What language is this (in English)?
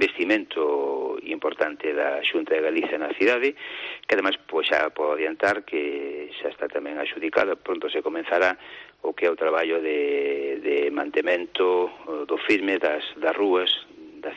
Galician